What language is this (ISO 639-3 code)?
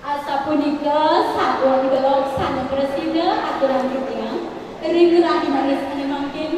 ban